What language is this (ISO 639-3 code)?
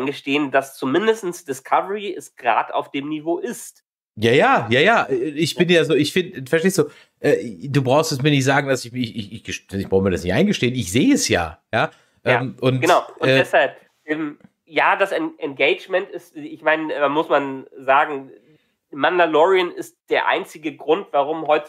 deu